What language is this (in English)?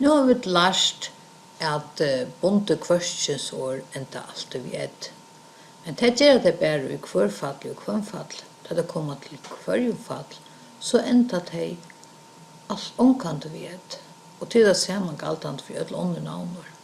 Faroese